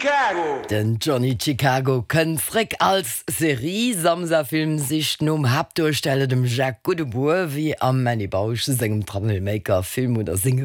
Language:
Luxembourgish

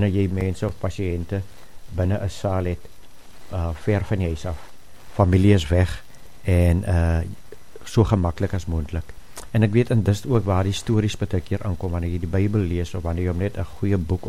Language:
Afrikaans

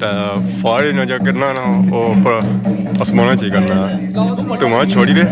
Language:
Pahari-Potwari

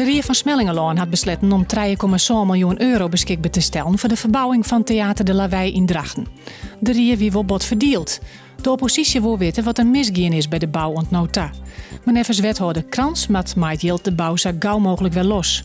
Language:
Western Frisian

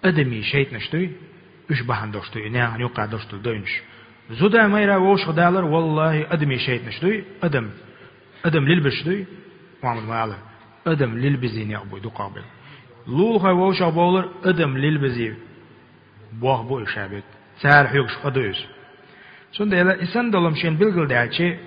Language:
Chechen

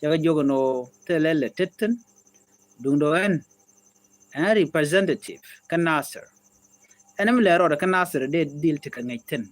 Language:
Nuer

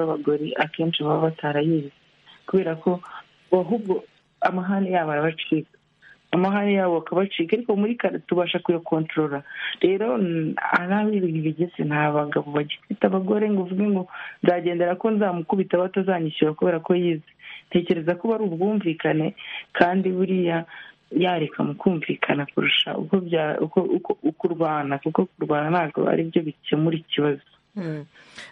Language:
Kinyarwanda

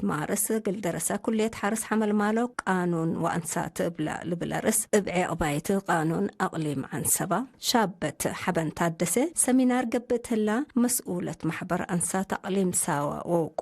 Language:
Tigre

